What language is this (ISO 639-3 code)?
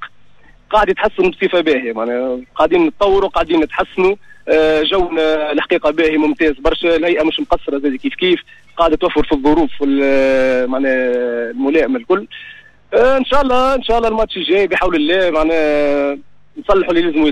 aeb